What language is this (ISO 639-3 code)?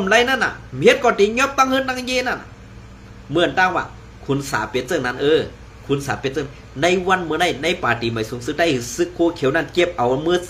shn